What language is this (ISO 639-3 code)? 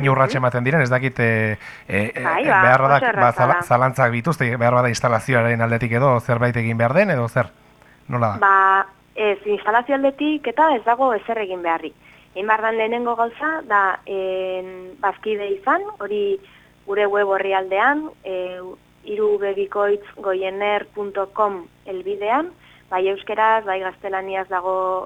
eus